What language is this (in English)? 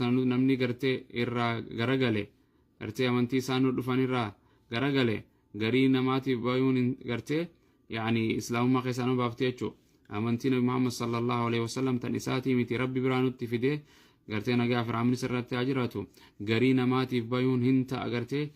Oromo